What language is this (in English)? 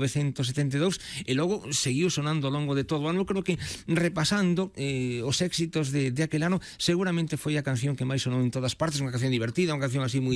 Galician